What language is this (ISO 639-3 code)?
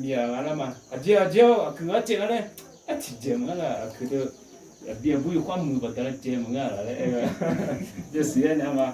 ahk